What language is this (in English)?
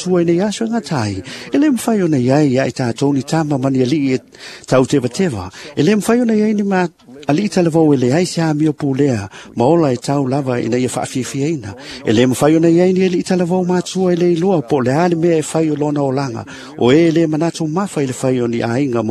Samoan